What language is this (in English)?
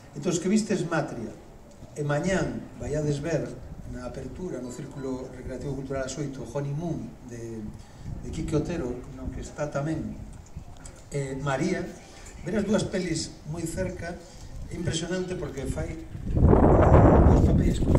Galician